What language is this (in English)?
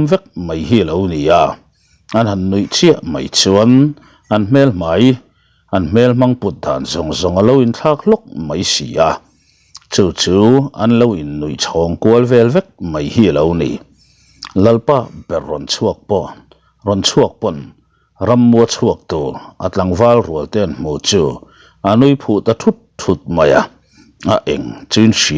Mizo